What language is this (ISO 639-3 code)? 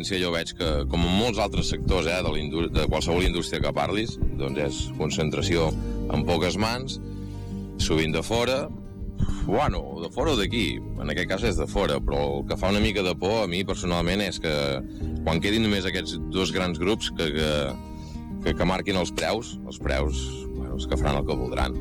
cat